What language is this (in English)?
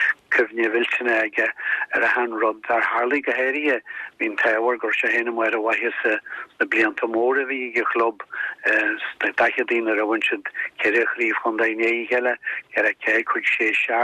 Irish